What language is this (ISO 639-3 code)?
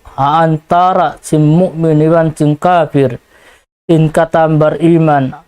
tsg